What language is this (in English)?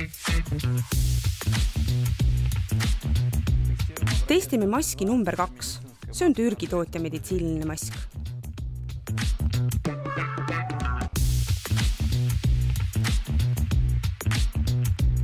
Estonian